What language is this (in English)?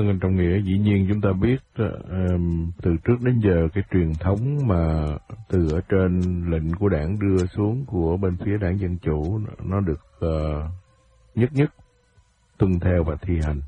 Vietnamese